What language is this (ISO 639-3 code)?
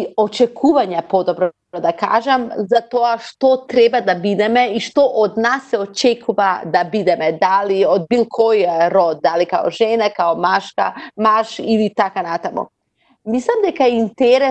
mkd